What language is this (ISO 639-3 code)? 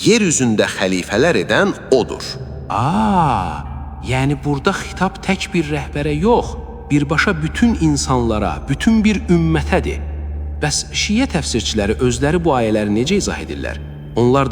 aze